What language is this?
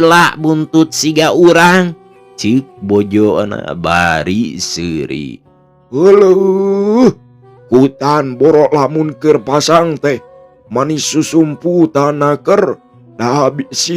Sundanese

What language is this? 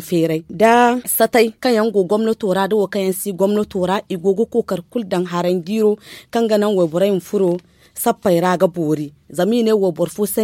Zarma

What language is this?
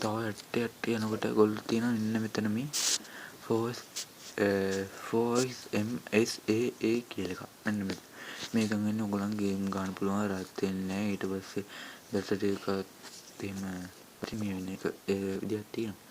Sinhala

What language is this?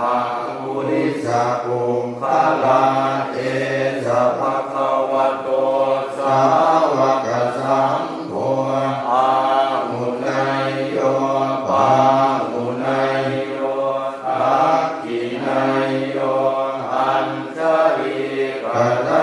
Pali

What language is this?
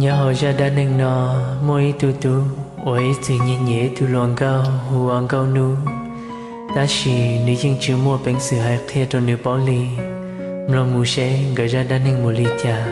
Hmong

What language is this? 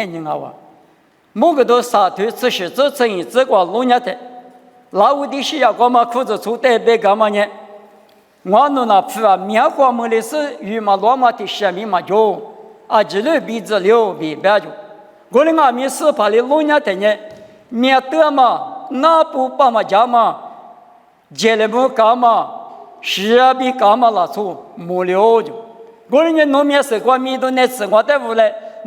Lisu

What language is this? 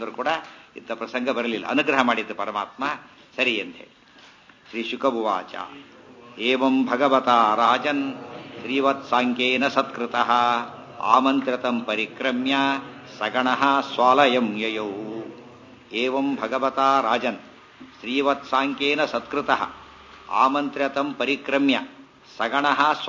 Kannada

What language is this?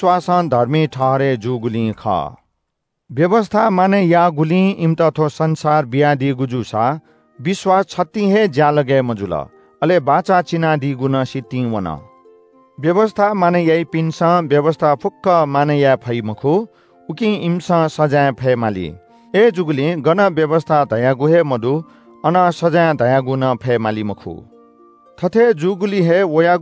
Newari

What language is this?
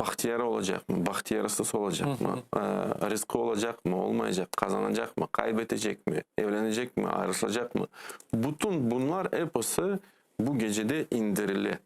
Crimean Tatar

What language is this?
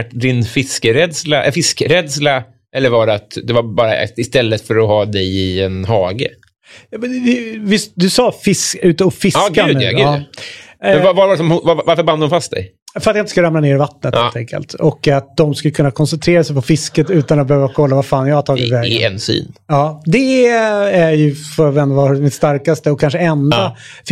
Swedish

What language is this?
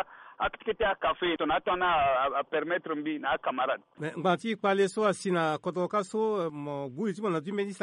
Sango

